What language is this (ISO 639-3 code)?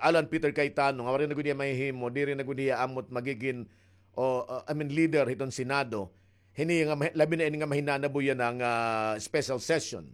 war